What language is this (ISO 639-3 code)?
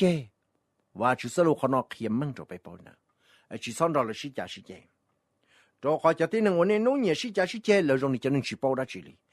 hmn